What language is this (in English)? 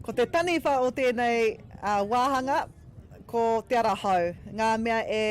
Māori